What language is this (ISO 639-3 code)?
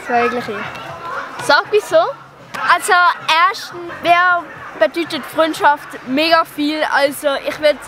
gsw